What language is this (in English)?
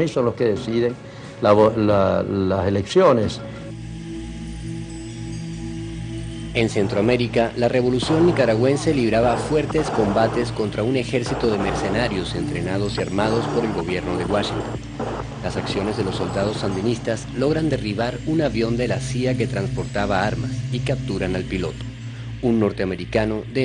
Spanish